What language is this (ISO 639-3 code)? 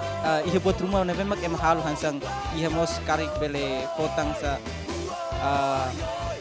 tet